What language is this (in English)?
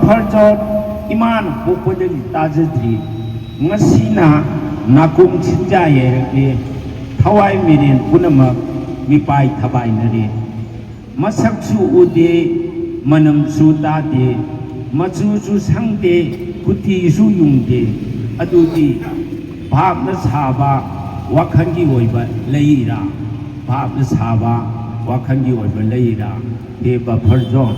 Manipuri